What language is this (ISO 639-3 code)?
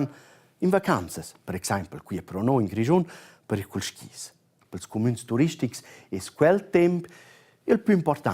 roh